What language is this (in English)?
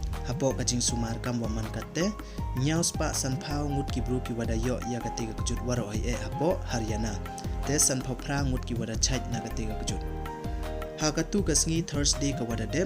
Pnar